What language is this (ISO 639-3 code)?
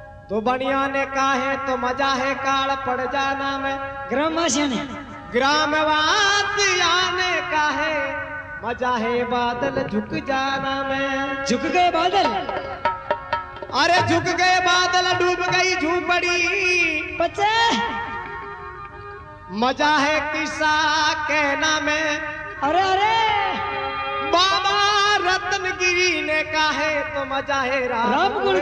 hin